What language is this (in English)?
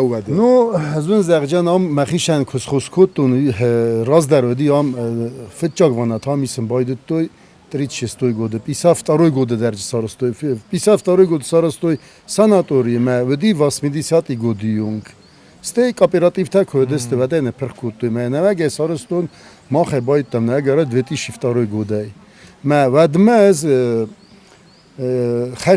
Ossetic